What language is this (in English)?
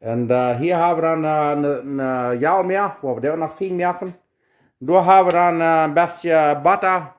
Plautdietsch